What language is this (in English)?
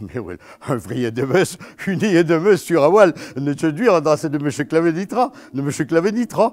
Breton